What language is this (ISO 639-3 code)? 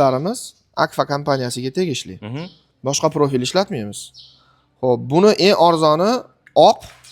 uzb